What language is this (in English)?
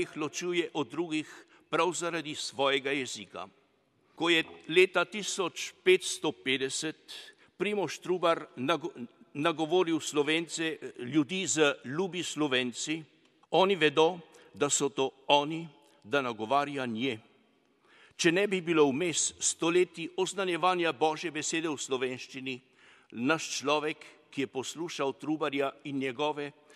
Slovenian